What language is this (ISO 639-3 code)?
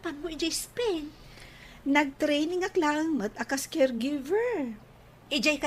ilo